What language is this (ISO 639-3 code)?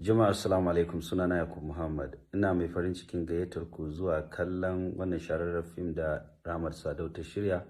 hau